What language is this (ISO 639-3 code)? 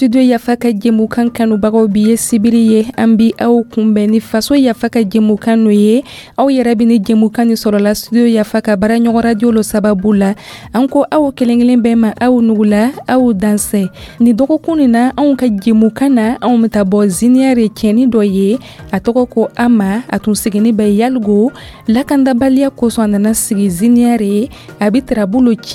dyu